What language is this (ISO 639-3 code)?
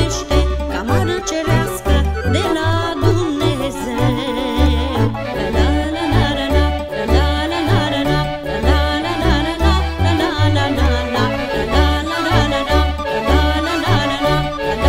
ron